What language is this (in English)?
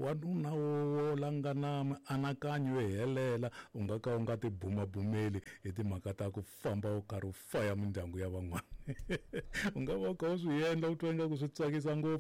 Tsonga